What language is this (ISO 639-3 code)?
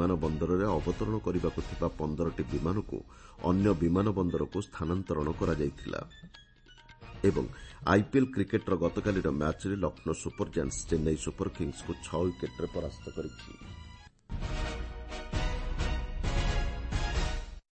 ori